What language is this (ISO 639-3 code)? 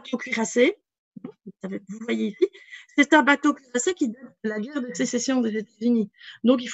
fra